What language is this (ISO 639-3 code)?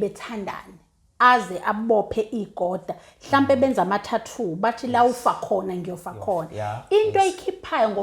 zul